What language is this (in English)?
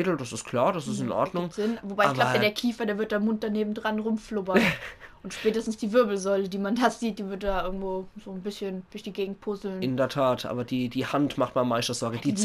Palatine German